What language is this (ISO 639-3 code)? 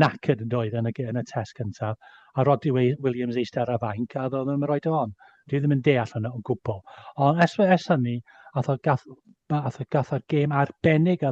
cym